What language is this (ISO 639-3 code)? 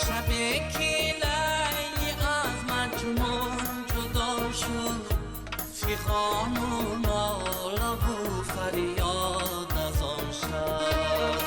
tgk